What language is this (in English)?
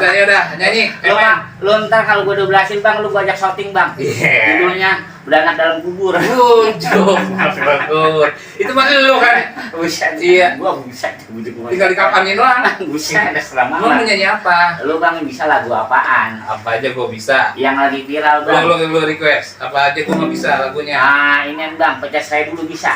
Betawi